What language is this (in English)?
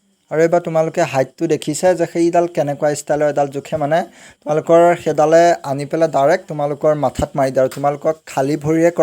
Assamese